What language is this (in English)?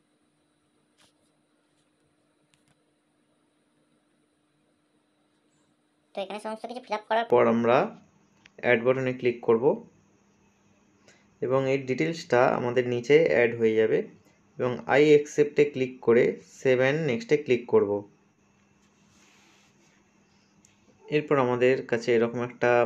Bangla